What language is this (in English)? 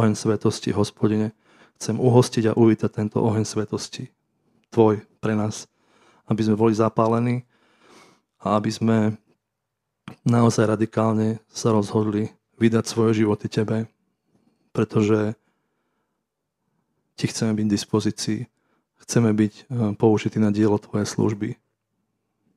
Slovak